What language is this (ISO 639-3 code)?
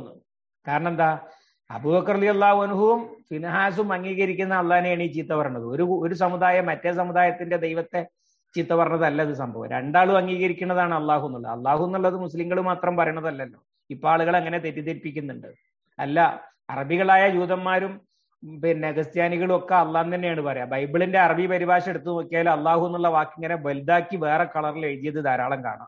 mal